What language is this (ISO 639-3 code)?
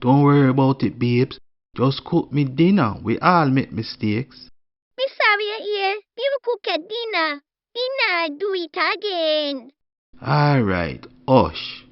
jam